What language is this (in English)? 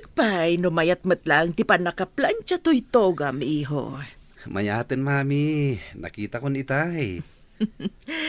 Iloko